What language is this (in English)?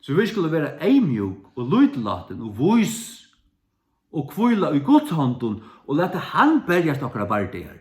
Faroese